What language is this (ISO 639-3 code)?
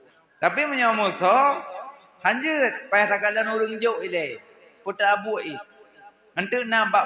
ace